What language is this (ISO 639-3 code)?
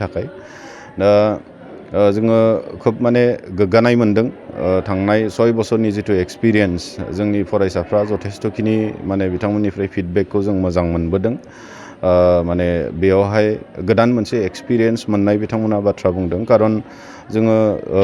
brx